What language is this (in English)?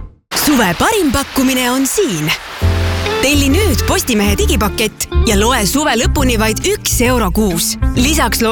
Estonian